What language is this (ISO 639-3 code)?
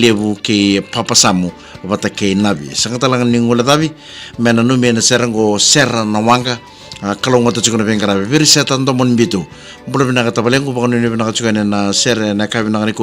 fij